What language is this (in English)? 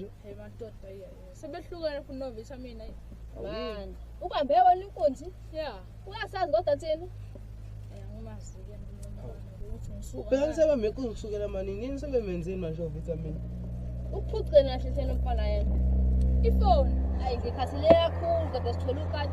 Zulu